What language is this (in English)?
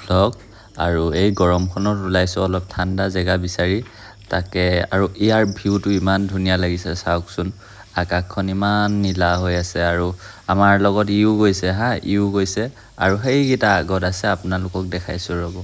Assamese